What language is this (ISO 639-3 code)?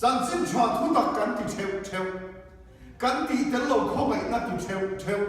lus